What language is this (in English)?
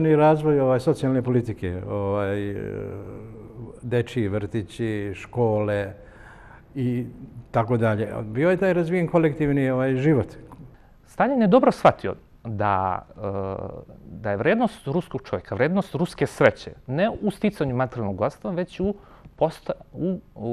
Serbian